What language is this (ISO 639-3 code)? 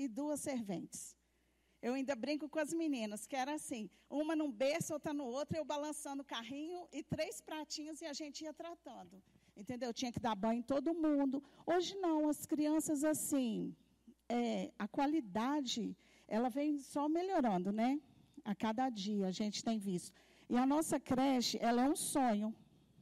por